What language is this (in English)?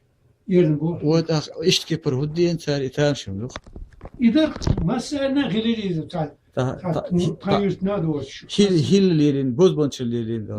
Chechen